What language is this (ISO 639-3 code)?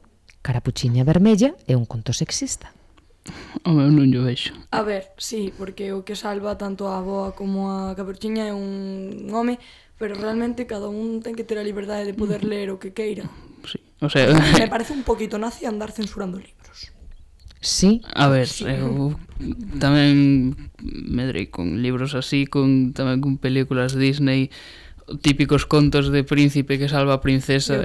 glg